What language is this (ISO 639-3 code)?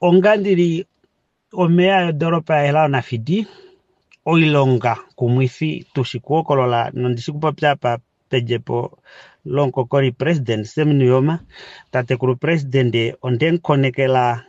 kua